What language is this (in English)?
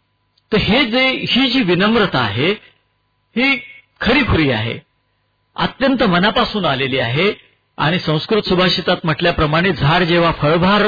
Marathi